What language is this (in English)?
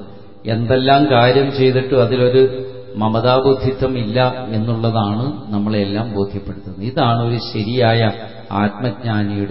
Malayalam